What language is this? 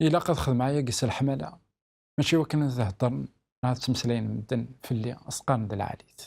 Kabyle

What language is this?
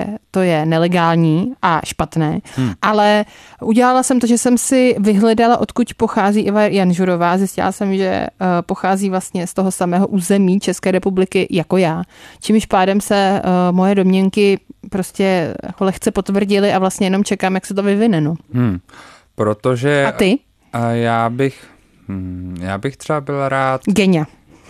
Czech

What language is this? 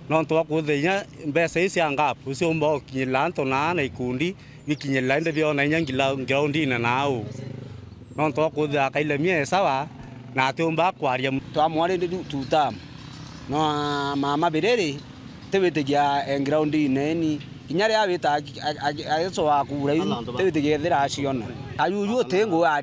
Meru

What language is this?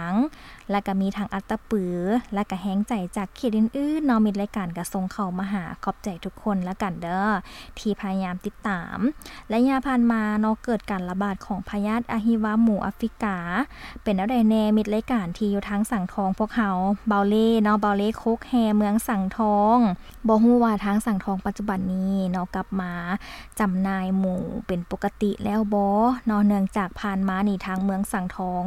Lao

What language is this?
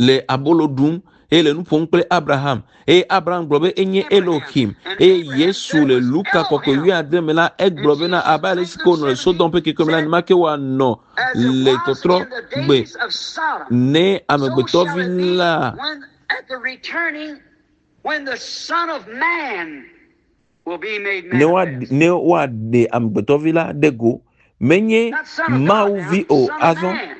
Ewe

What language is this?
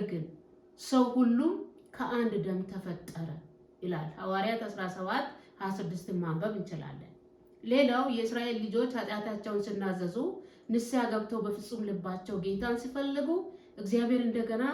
Amharic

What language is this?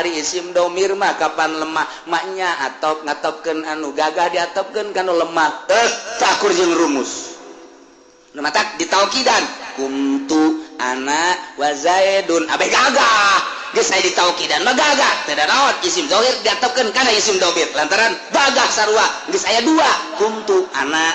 Sundanese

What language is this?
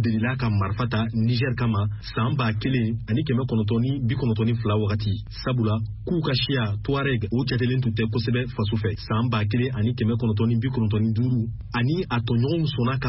Bambara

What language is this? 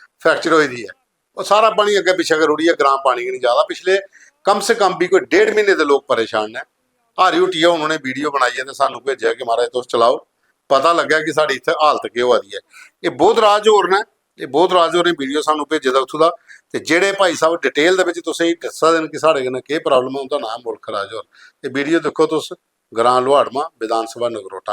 Dogri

